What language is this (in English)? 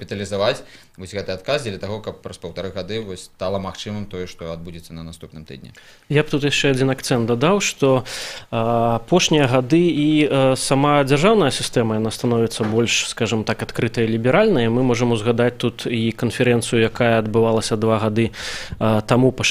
Belarusian